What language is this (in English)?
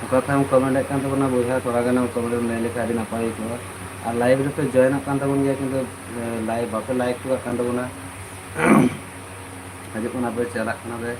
Santali